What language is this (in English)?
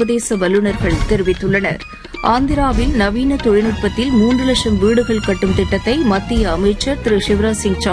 Tamil